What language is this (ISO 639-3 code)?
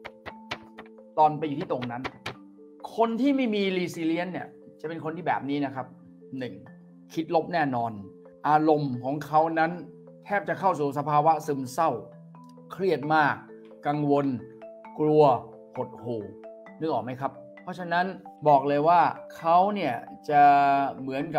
tha